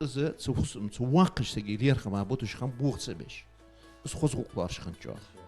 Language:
Ingush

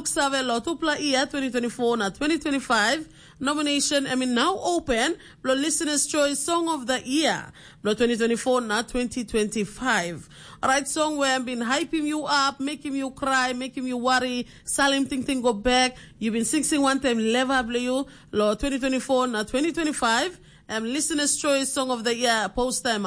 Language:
Tok Pisin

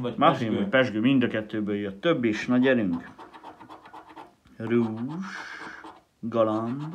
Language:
Hungarian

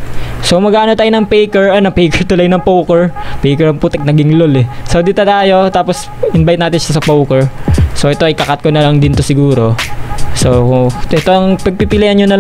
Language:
Filipino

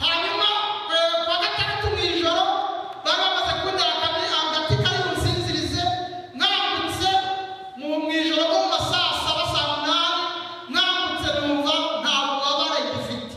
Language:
Kinyarwanda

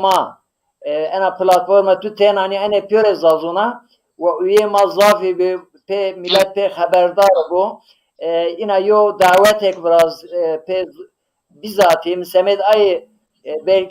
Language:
Zaza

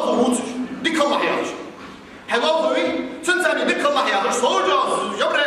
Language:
Ingush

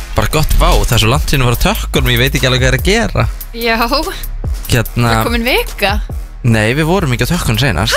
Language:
Icelandic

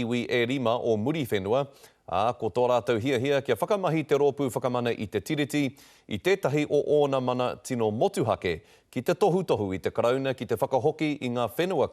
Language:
Māori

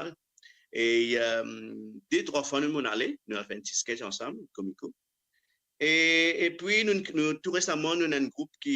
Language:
Morisyen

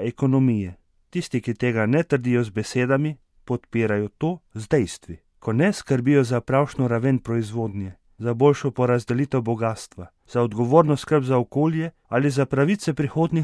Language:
Slovenian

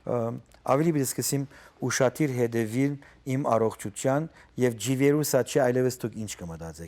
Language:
Western Armenian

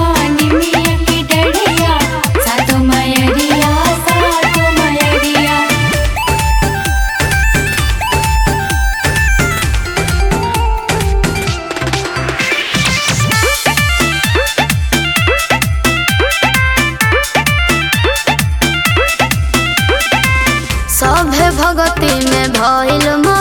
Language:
Bhojpuri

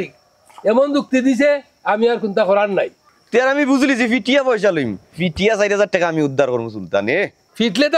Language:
Sylheti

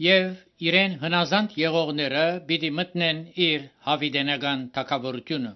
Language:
Armenian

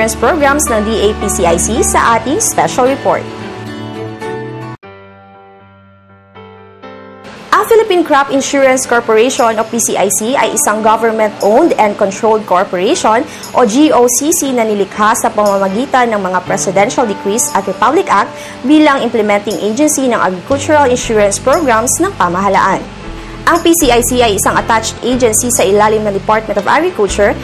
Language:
Filipino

